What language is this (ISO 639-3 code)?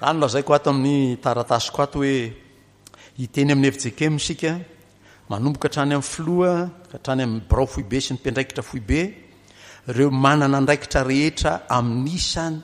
mlg